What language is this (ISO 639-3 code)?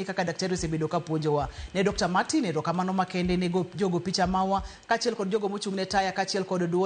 luo